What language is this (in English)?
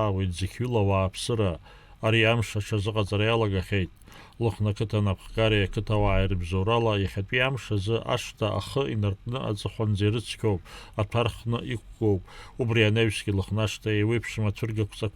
Abkhazian